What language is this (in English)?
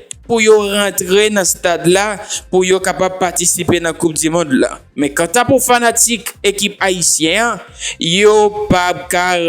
Haitian Creole